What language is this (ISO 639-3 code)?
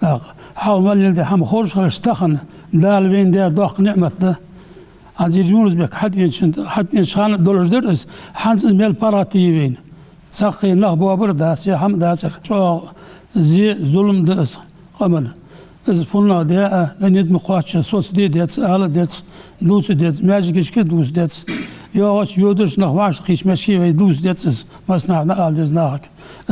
inh